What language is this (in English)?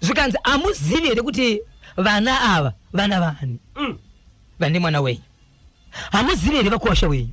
Shona